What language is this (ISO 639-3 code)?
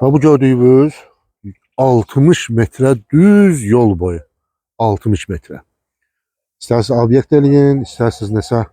aze